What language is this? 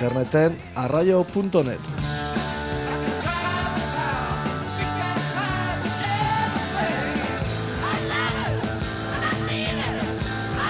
Basque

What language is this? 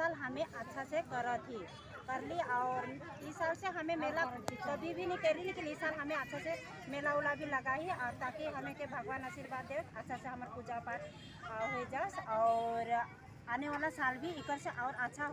Sadri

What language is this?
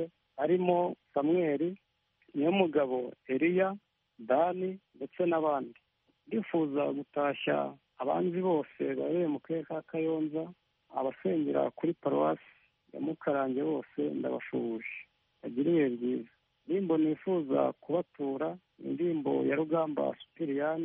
Kinyarwanda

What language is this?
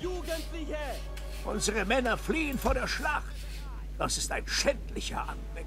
Swiss German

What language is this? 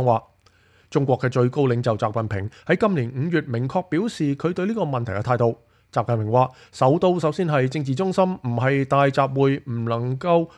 Cantonese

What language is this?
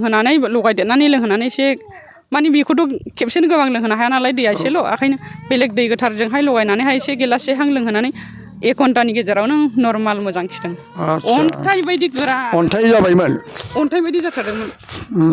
Bodo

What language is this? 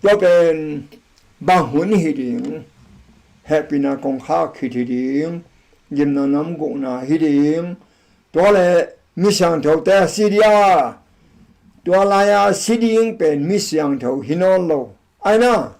Tedim Chin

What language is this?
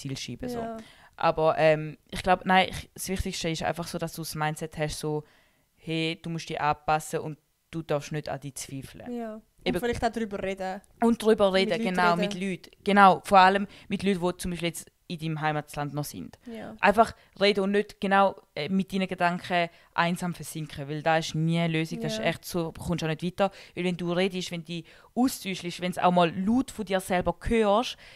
Swiss German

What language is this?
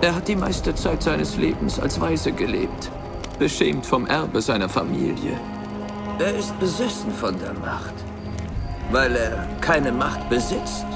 Bavarian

